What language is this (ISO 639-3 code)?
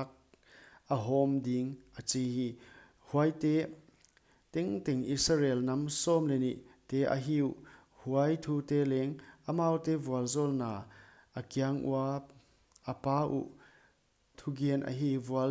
pck